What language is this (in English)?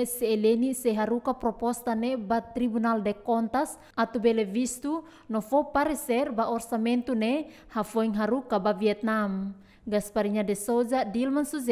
Tetum